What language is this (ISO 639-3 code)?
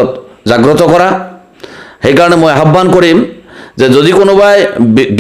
asm